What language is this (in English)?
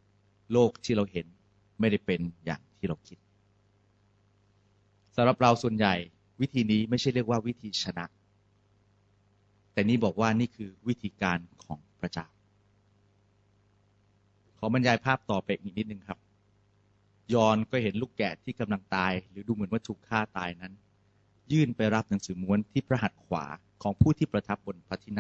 Thai